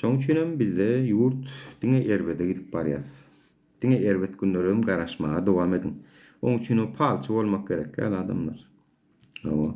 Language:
Turkmen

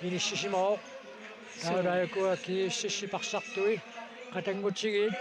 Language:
Kalaallisut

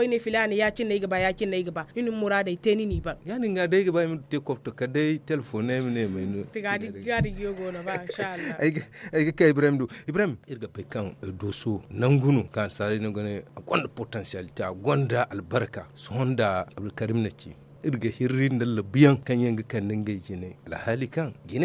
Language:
Zarma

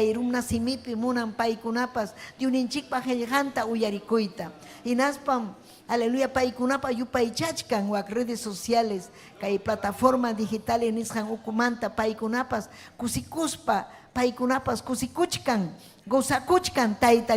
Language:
Ayacucho Quechua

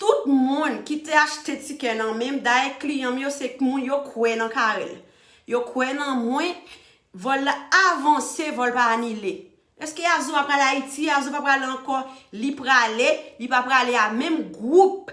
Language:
Haitian Creole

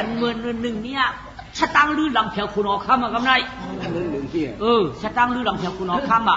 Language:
Shan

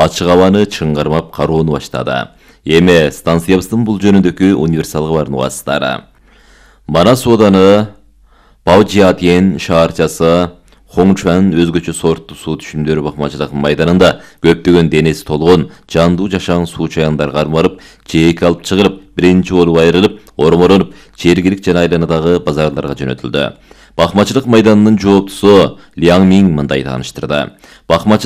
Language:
Kyrgyz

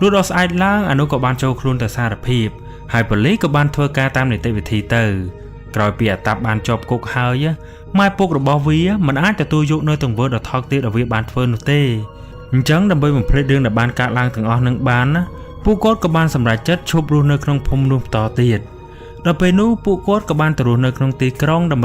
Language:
Khmer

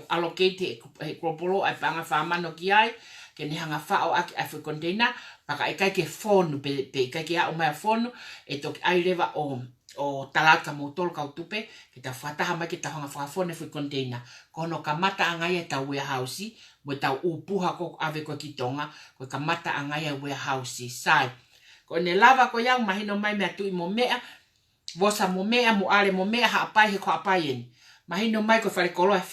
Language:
Tongan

